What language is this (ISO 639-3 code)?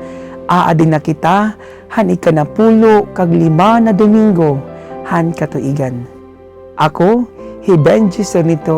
war